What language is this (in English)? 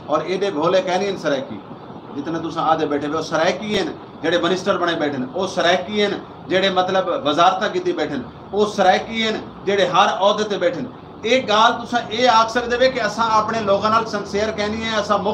Saraiki